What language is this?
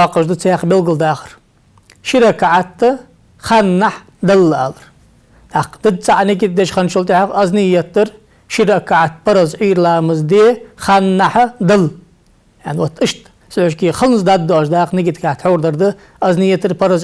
Ingush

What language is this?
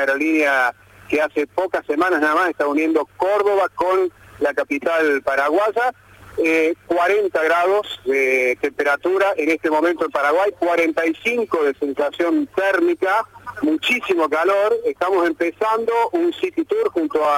Spanish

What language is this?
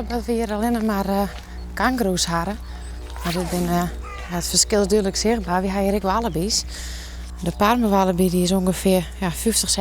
Western Frisian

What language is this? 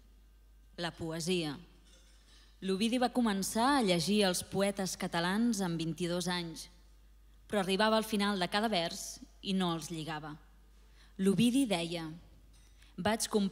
Catalan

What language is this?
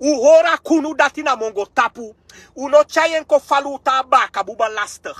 Sranan Tongo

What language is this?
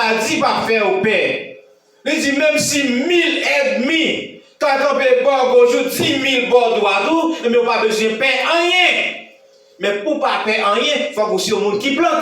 Haitian Creole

